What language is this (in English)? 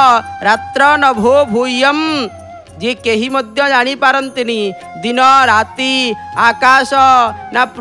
Odia